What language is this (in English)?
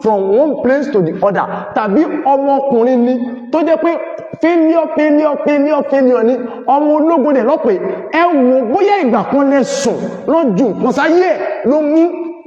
Yoruba